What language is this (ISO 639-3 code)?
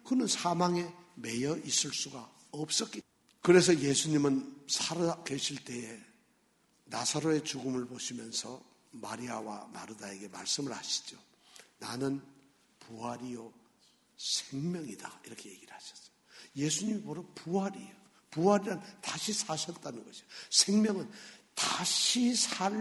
kor